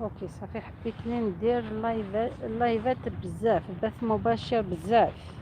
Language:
Algerian Arabic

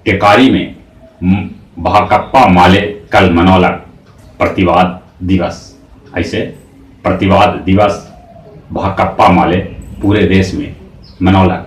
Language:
Magahi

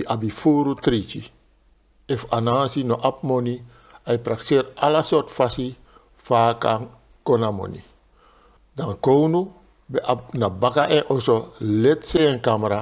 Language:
Sranan Tongo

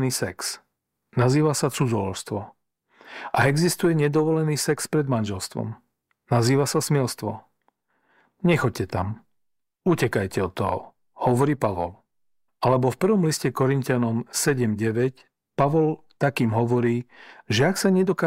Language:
Slovak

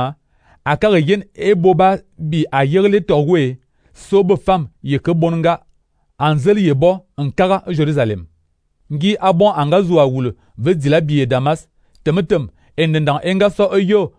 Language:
Fang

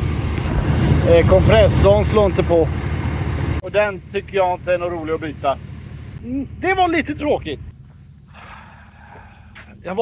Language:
Swedish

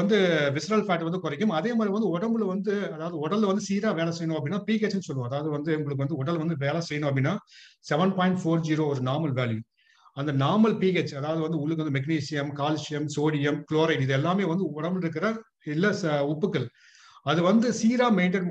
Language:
Tamil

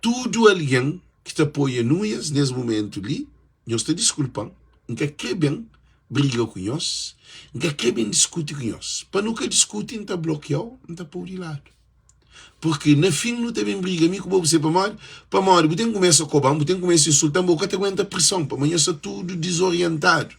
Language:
Kabuverdianu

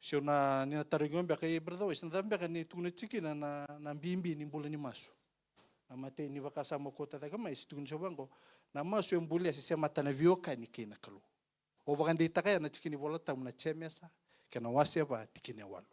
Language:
Fijian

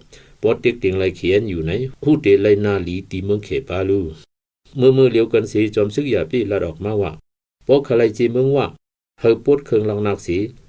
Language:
Shan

